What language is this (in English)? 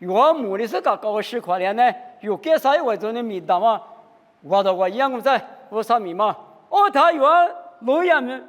Lisu